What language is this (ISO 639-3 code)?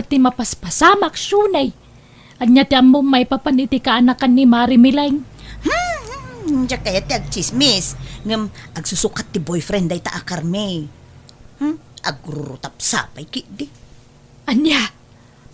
ilo